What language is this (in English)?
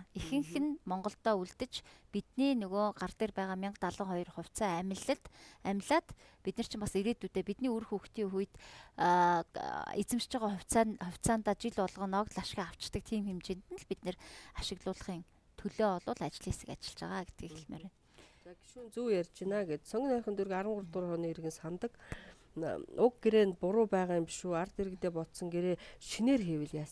Mongolian